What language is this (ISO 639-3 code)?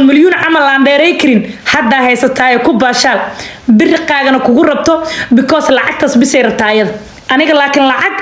som